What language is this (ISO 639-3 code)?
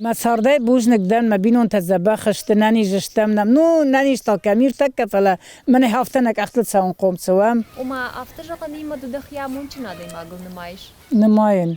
oss